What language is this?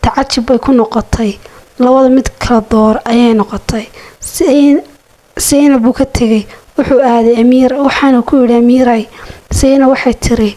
Somali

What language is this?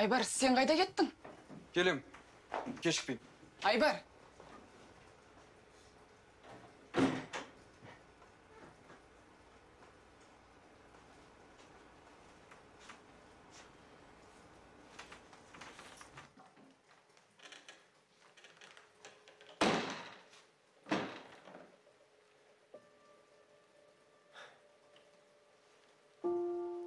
Kazakh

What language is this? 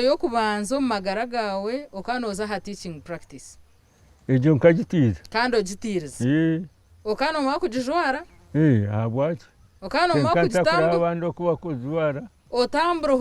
Nyankole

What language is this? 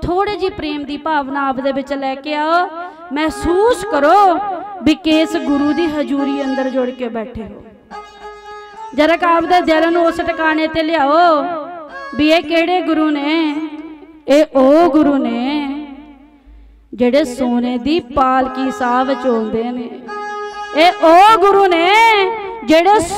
Punjabi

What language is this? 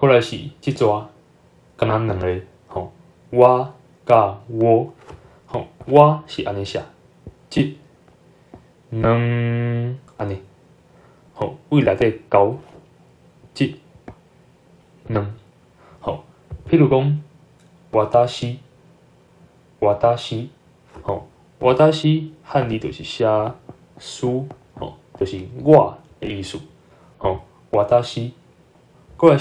Min Nan Chinese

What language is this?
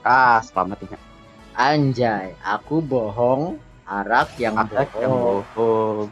Banjar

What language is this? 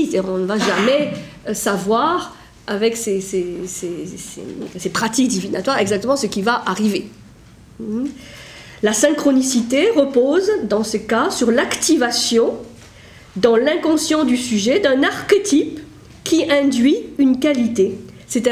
French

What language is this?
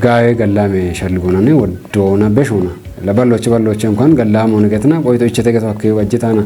Kafa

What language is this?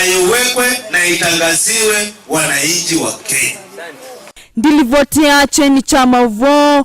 Kamba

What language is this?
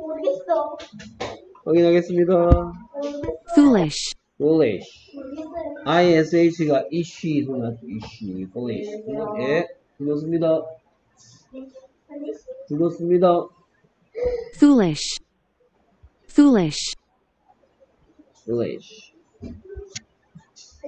Korean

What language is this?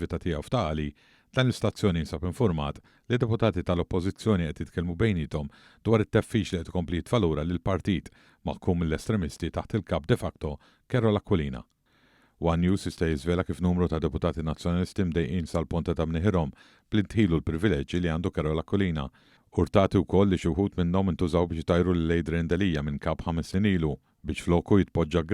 Maltese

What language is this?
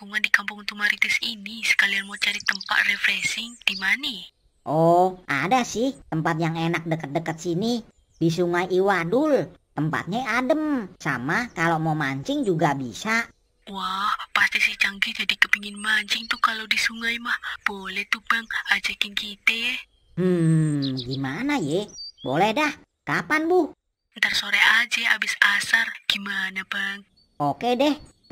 Betawi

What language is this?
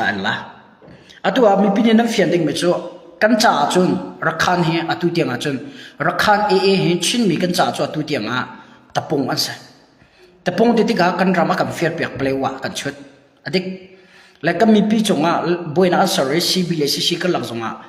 Hakha Chin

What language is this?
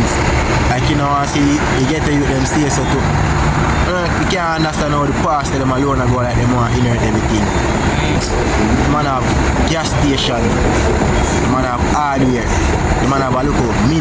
Jamaican Creole English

